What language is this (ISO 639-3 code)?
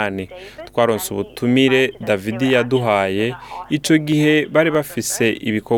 run